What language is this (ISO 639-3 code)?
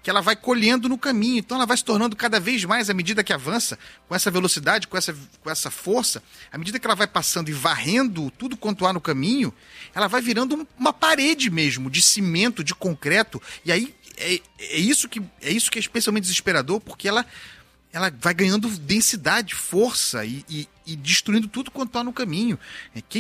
por